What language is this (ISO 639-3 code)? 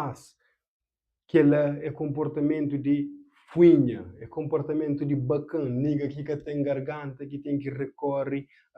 kea